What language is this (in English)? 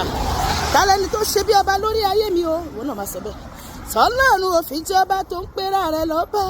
Yoruba